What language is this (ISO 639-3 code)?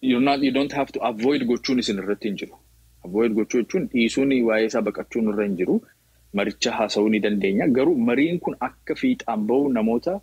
orm